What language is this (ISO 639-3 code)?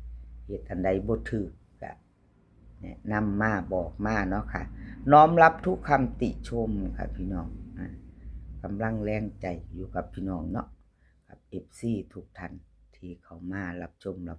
tts